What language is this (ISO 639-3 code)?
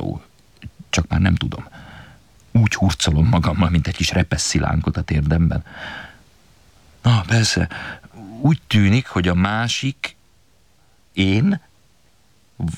hun